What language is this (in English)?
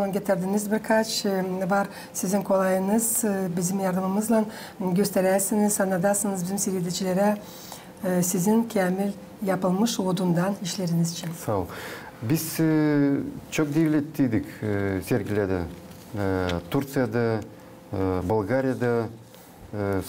Gagauz